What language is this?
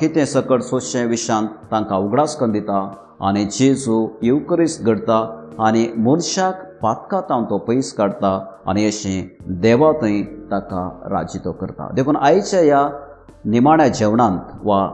Konkani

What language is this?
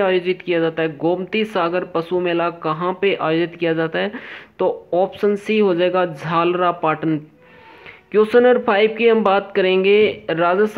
Hindi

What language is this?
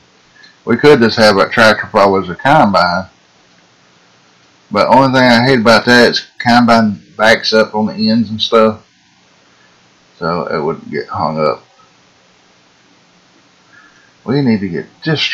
English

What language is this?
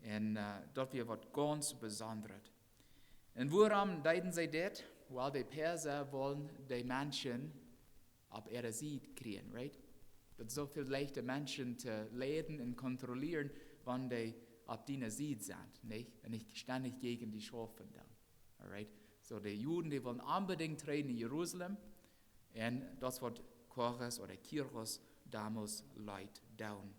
Plautdietsch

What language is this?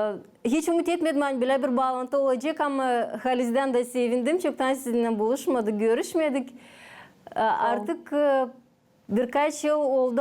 Gagauz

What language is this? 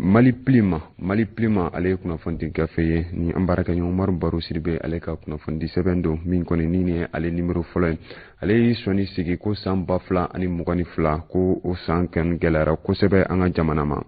Bambara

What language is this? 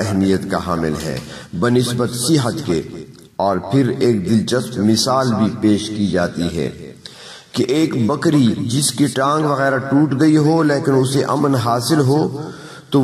Urdu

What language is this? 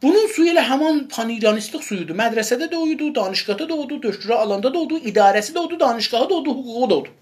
South Azerbaijani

